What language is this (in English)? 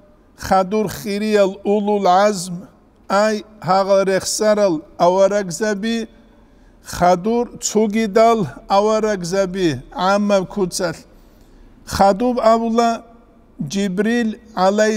Avaric